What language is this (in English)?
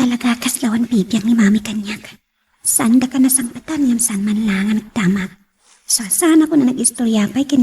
Iloko